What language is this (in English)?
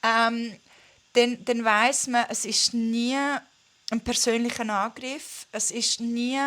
Swiss German